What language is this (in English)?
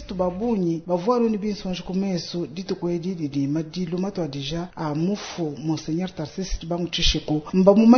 Luba-Lulua